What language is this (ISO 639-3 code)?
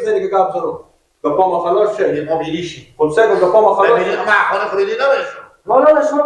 fas